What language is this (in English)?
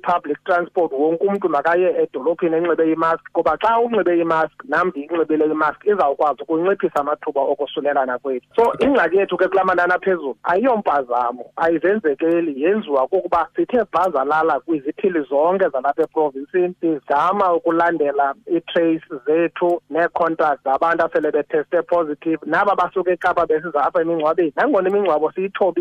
Xhosa